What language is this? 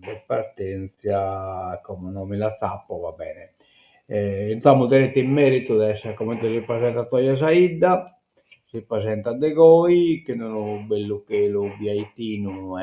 Sardinian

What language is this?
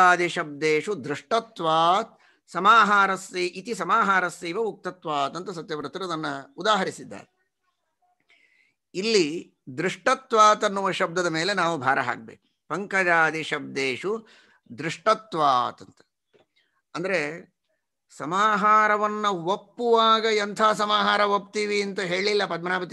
Kannada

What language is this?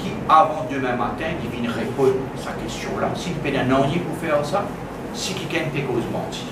Morisyen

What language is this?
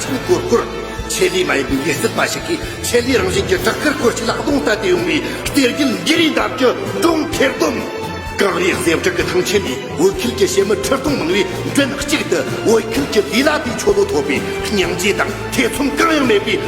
Tibetan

